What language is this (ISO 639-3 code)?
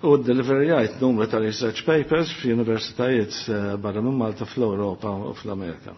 mlt